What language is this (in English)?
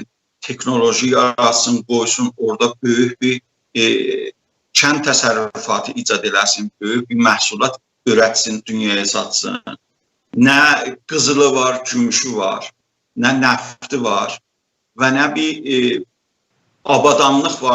South Azerbaijani